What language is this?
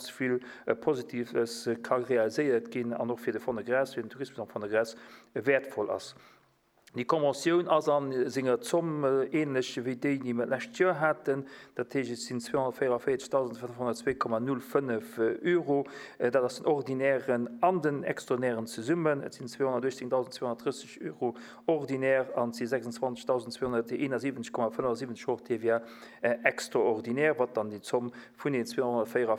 Luxembourgish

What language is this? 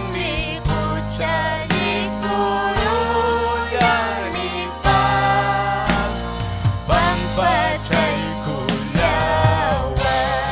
Ayacucho Quechua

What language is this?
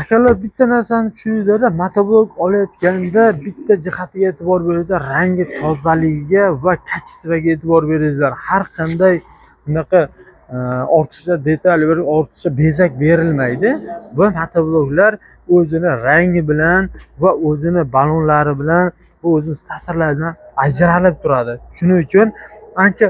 Uzbek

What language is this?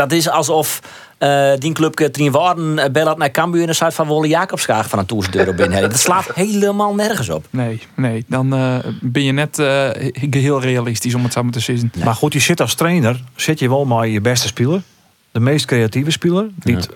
Western Frisian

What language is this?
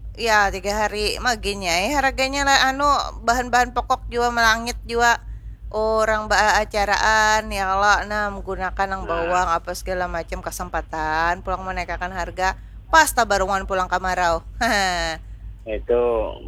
Banjar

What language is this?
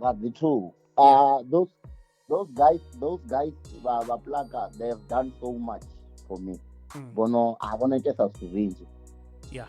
Venda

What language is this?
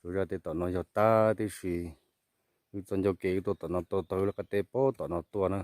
Hmong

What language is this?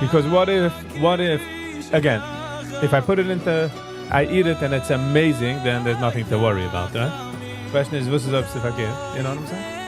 Yiddish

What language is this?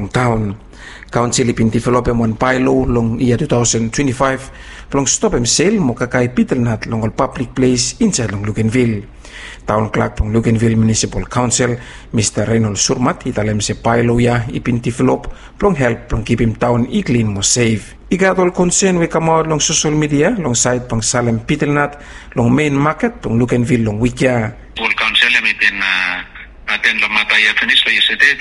Bislama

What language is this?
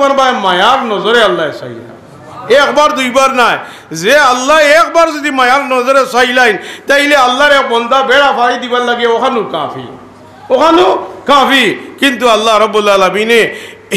Sylheti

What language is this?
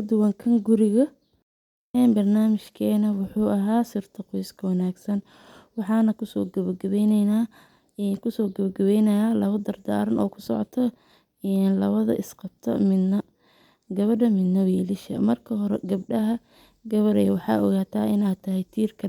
Somali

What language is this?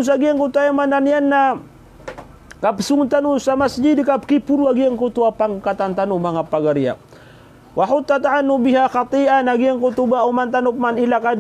Maranao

